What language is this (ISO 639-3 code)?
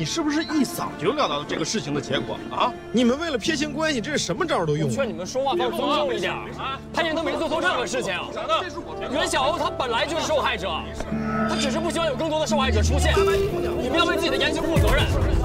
zho